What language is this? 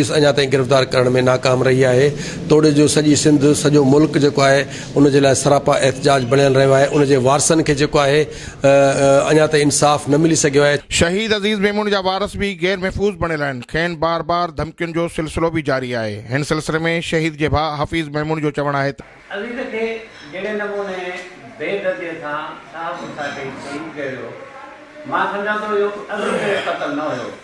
Sindhi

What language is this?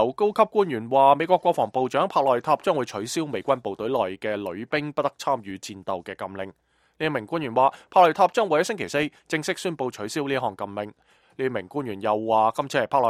Cantonese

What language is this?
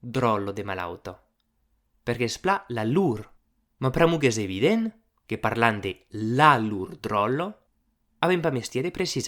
Occitan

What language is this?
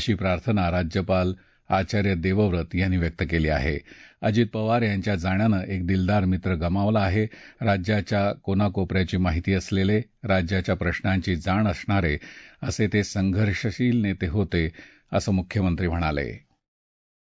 Marathi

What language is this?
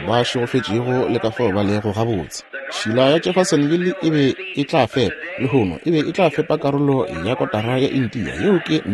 Northern Sotho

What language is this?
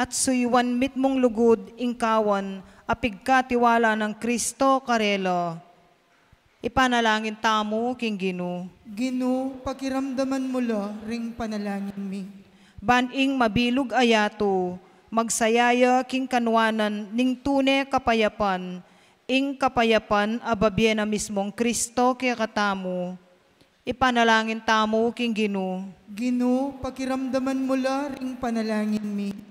Pampanga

